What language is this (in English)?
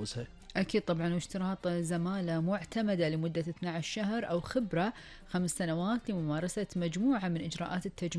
Gulf Arabic